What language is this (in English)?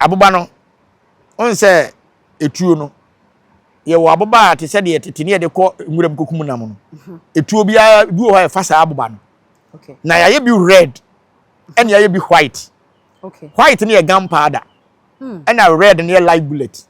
Akan